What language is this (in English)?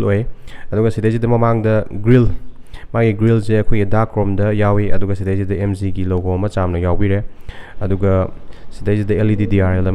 Manipuri